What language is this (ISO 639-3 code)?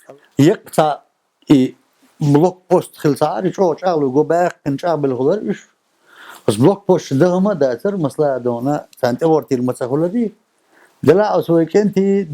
che